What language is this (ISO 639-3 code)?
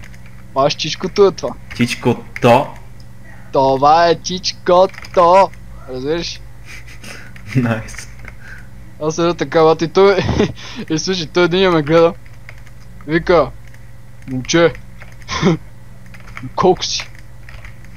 bul